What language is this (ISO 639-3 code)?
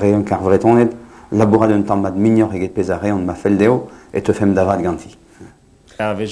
bre